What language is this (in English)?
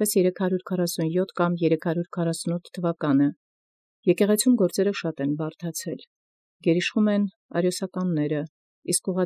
Armenian